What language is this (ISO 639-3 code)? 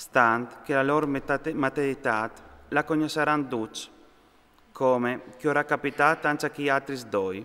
fur